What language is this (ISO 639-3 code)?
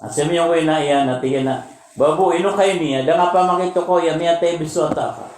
mrw